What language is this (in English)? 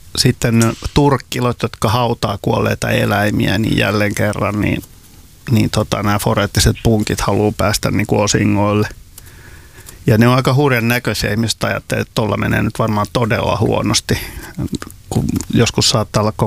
Finnish